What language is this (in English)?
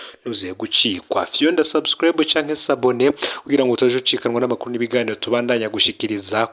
Rundi